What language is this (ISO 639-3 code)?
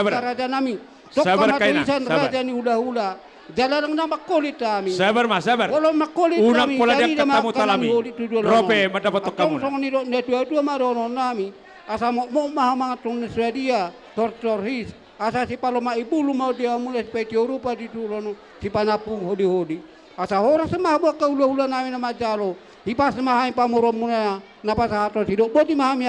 bbc